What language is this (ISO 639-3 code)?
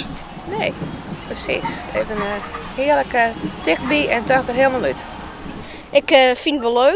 fry